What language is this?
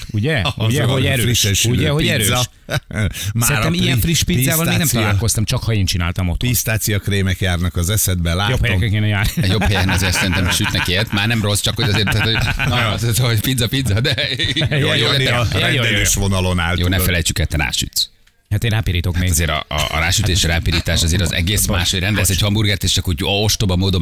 Hungarian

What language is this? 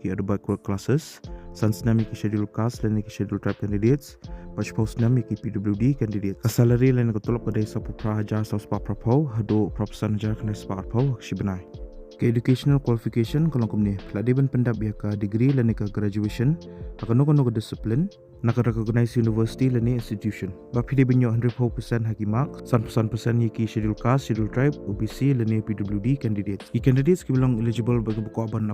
Khasi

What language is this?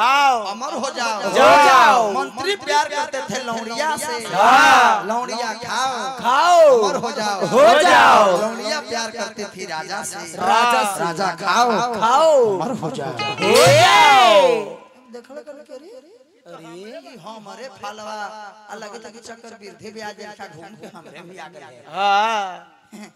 Bhojpuri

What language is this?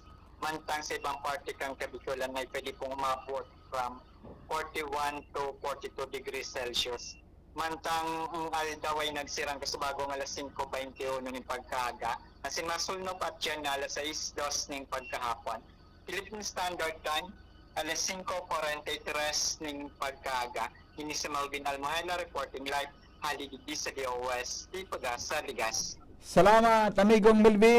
Bikol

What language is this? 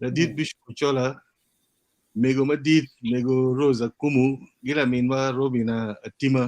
Acoli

